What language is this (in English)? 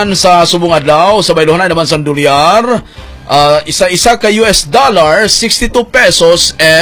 Hiligaynon